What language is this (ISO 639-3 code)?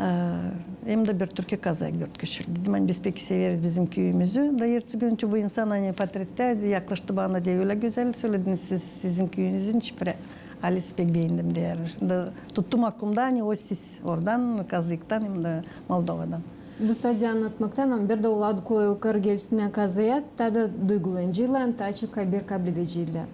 gag